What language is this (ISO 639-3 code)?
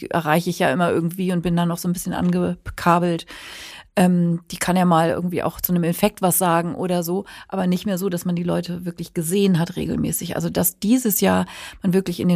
deu